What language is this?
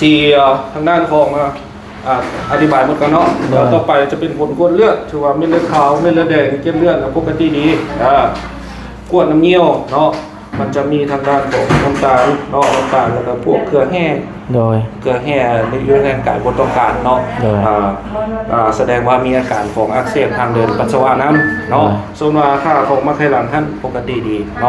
Lao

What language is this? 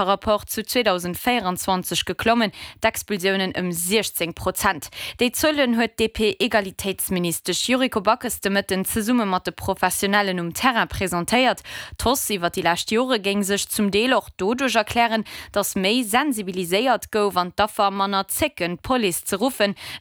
Luxembourgish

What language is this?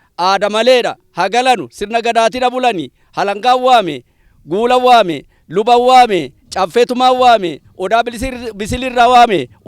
Oromo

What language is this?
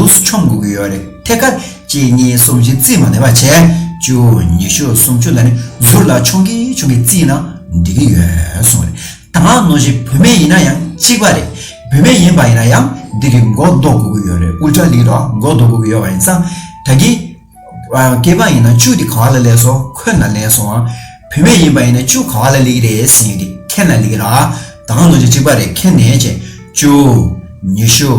Tibetan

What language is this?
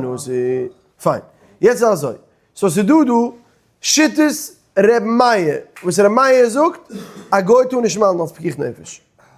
Yiddish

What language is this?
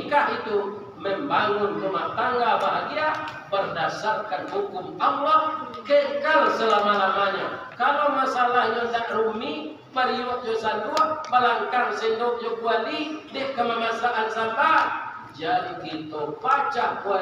Minangkabau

